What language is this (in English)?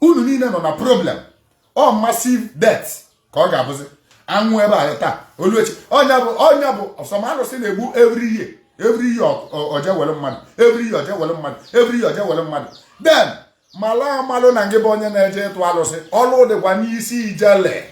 Igbo